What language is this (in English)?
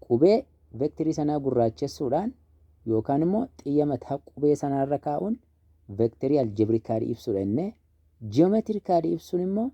Oromo